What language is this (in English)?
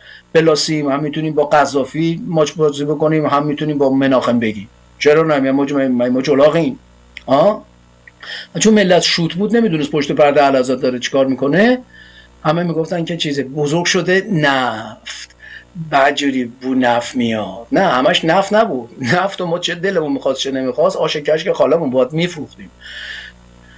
Persian